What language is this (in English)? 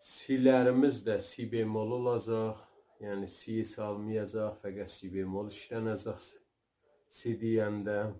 South Azerbaijani